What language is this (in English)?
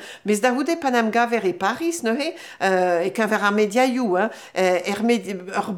Breton